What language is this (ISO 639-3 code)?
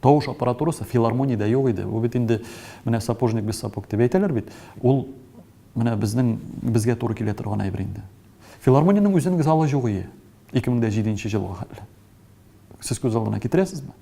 tat